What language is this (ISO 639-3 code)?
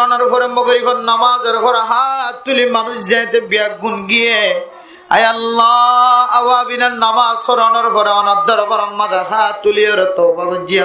rhg